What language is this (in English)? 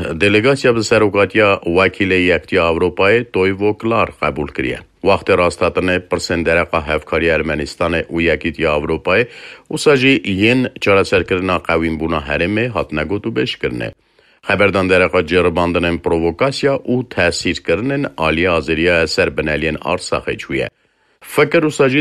Kurdish